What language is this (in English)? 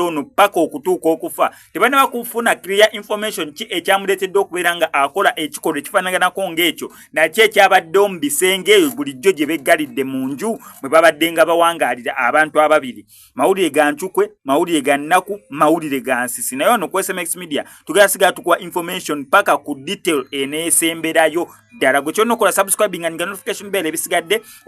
Ganda